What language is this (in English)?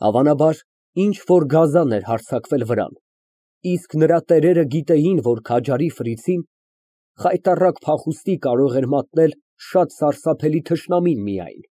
Armenian